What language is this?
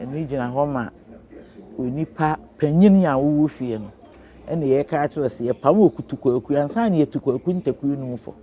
Akan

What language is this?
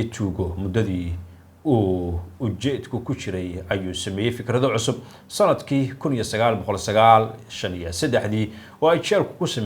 Somali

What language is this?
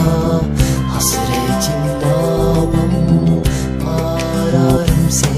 Turkish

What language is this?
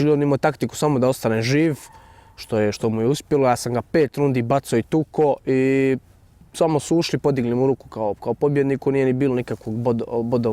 Bosnian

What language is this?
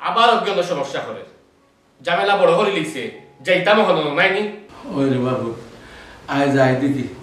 Sylheti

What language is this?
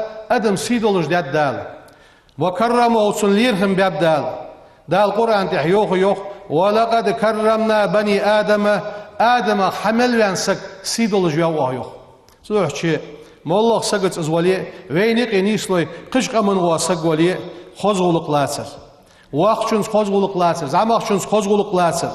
Ingush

